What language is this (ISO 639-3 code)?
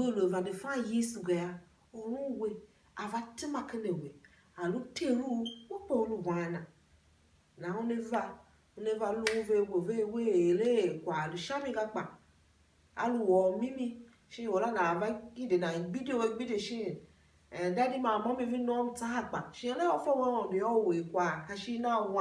tiv